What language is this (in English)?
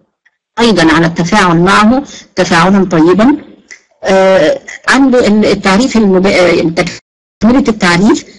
Arabic